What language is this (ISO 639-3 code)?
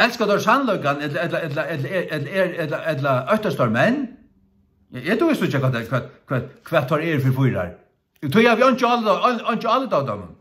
fao